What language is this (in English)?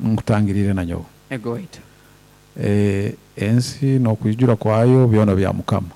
Nyoro